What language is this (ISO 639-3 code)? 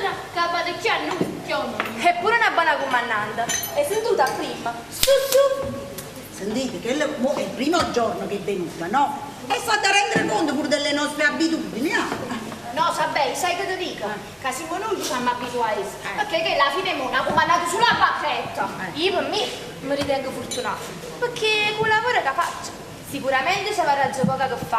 nap